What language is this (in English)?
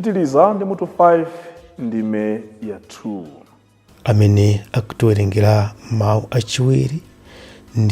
Nyanja